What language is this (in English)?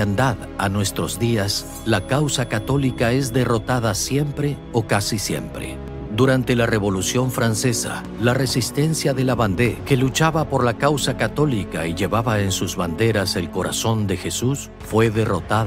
Spanish